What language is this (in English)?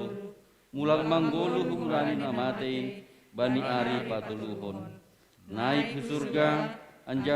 Batak Simalungun